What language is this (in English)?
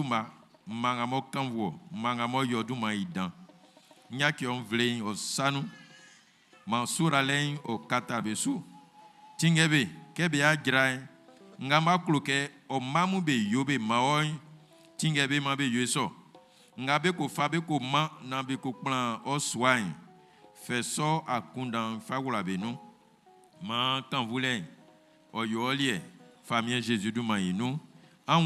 Baoulé